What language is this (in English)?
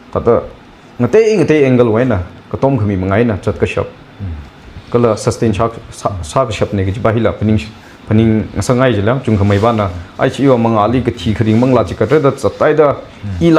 Tangkhul Naga (India)